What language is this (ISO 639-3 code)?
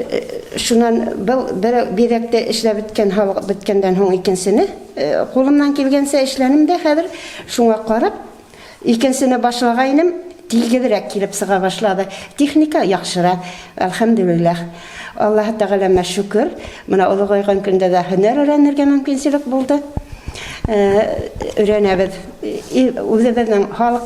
bak